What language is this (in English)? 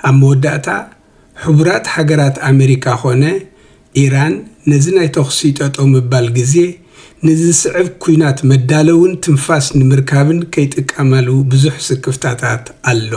Tigrinya